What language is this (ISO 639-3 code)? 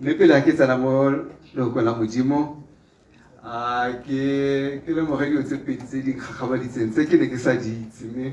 tsn